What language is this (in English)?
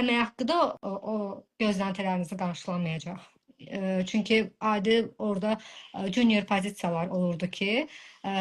Azerbaijani